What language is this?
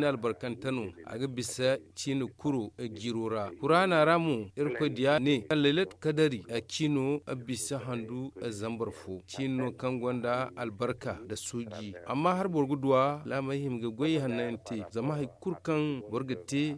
Zarma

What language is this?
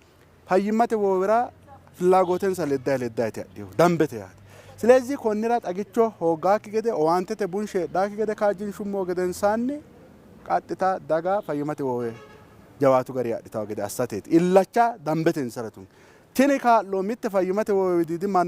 Sidamo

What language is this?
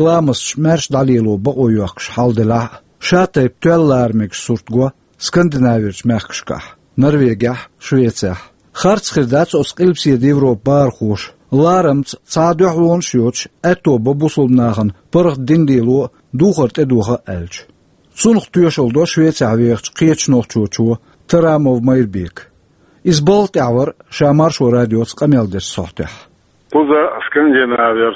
Chechen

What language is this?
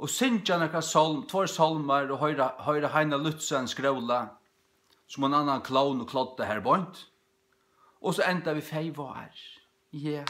Faroese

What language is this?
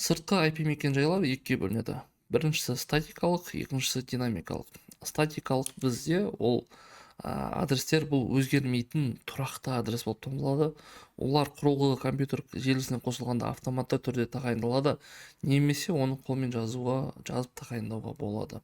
Kazakh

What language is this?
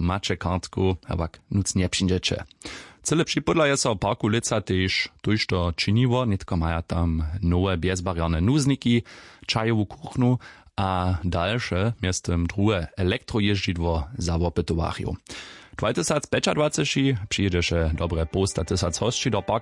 Upper Sorbian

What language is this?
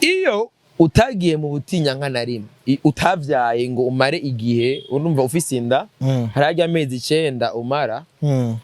Rundi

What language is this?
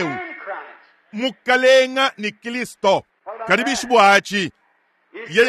Luba-Lulua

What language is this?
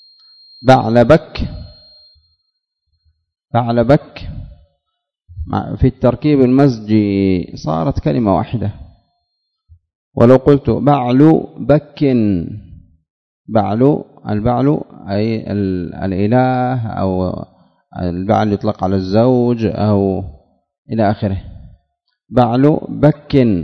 Arabic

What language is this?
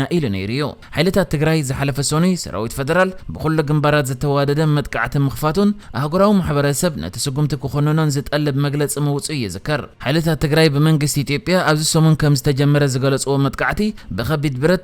Tigrinya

